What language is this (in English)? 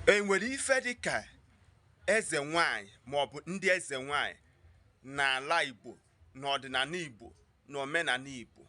Igbo